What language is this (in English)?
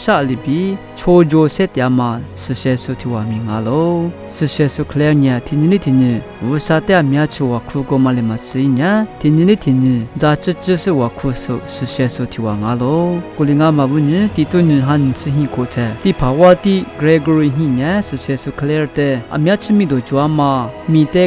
Lisu